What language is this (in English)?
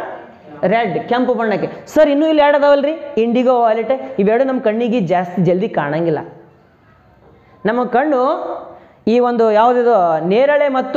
Kannada